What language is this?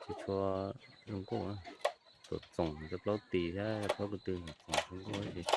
Hmong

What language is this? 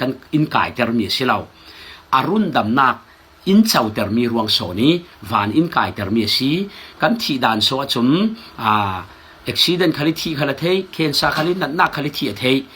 Falam Chin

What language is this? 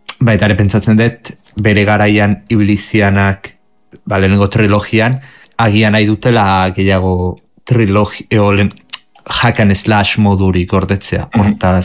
Basque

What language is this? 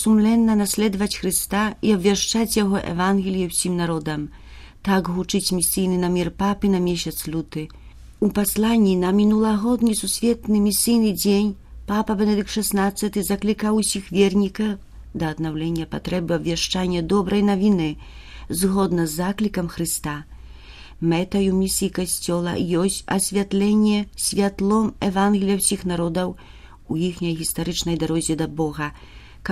Belarusian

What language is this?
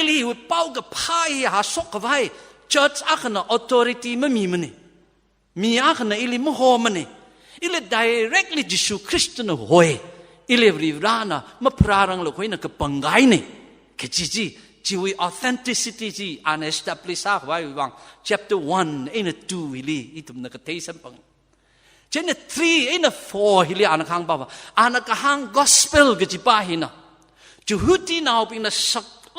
Tangkhul Naga (India)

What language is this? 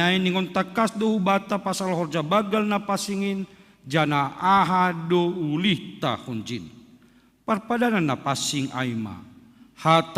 Batak Simalungun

